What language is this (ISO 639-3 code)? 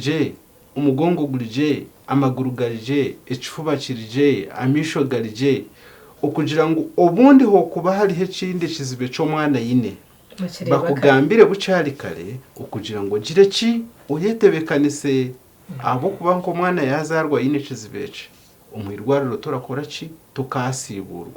nyn